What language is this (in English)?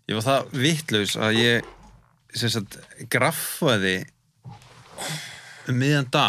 Icelandic